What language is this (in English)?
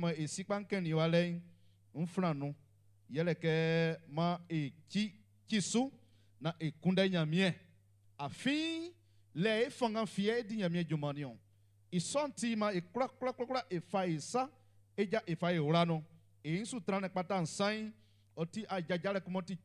Baoulé